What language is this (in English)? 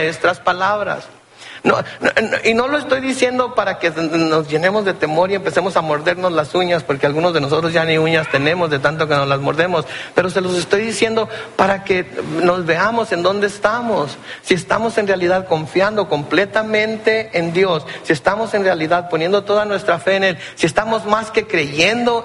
Spanish